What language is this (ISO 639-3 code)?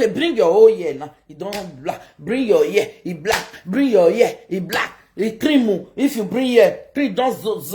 pcm